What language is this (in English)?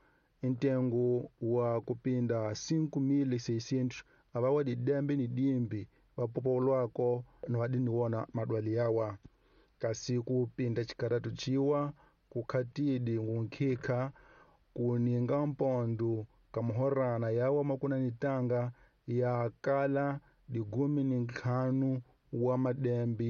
Tsonga